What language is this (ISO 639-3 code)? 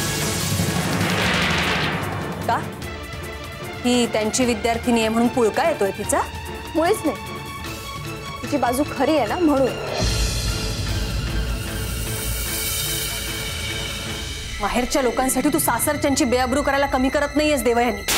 mar